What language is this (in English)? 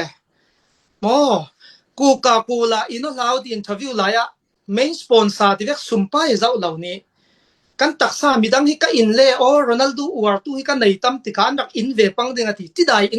Falam Chin